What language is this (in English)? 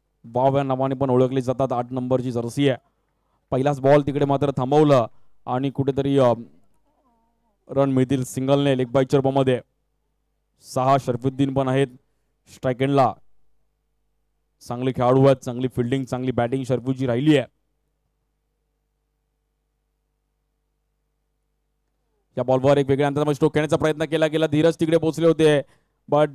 Marathi